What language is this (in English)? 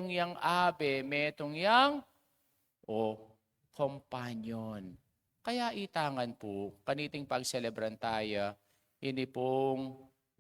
Pampanga